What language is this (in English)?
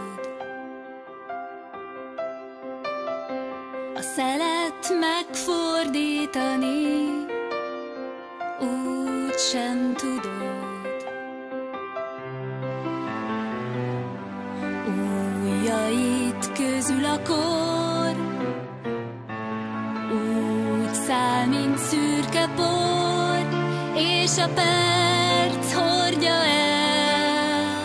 Hungarian